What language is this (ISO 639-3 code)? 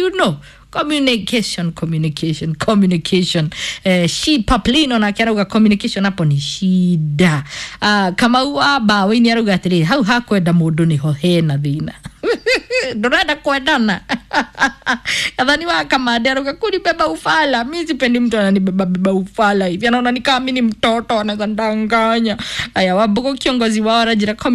kik